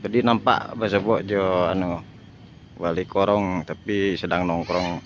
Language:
Minangkabau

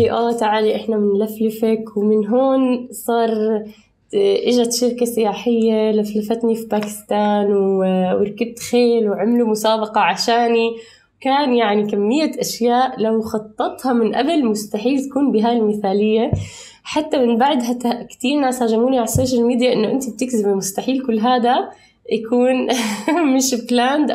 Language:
North Levantine Arabic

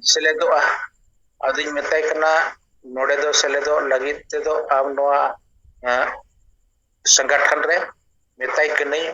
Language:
Santali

